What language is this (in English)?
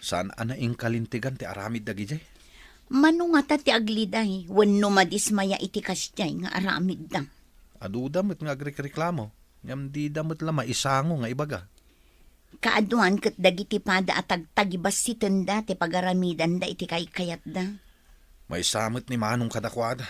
Iloko